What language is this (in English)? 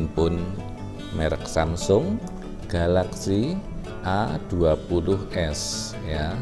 Indonesian